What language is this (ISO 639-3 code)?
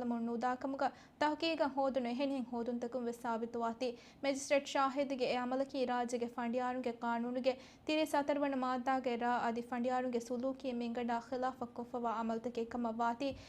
div